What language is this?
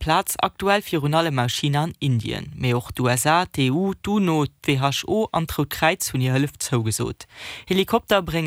Luxembourgish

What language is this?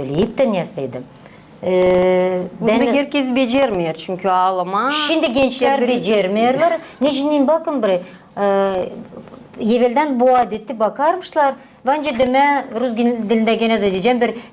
Gagauz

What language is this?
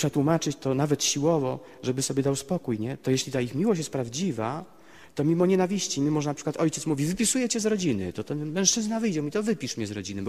Polish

